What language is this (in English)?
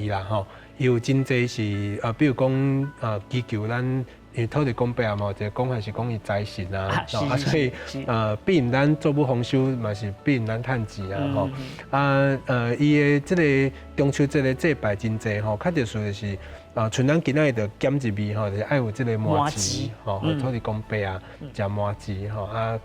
Min Nan Chinese